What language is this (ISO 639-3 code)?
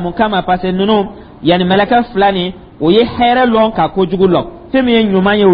dyu